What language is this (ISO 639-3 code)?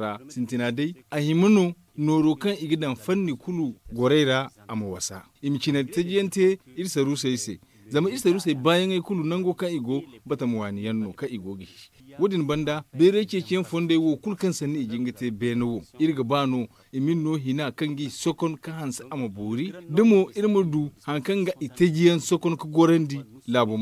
dje